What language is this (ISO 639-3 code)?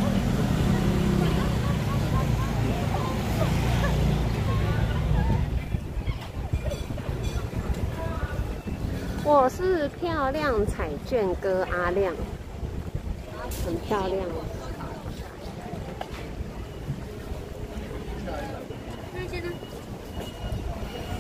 zho